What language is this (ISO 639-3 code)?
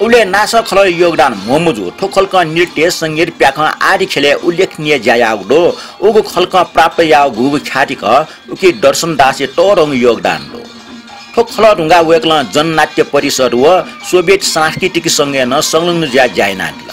new